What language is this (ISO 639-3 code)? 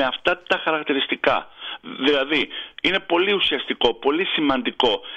ell